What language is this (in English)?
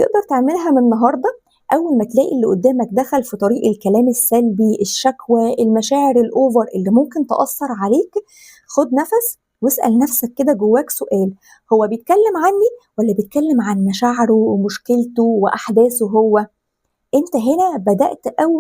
Egyptian Arabic